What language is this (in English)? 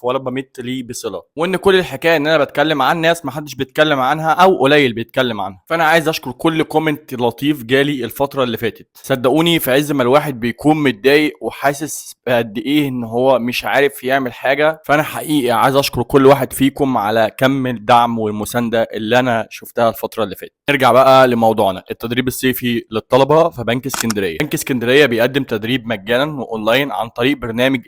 Egyptian Arabic